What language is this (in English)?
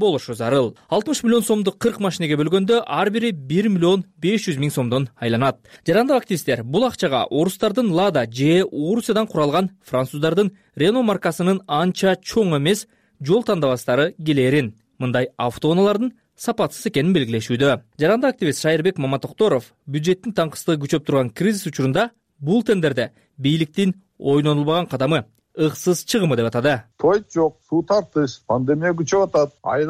Kyrgyz